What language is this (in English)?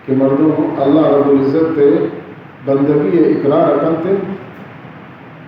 Baluchi